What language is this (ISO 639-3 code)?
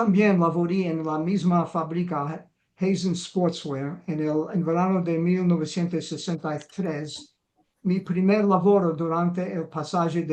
lad